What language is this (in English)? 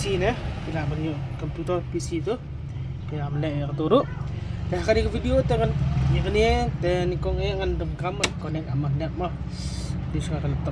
Khasi